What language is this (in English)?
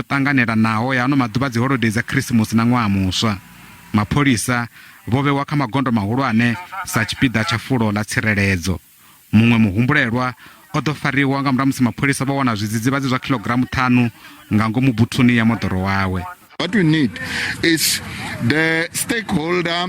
Venda